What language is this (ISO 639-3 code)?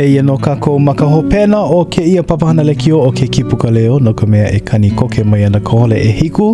haw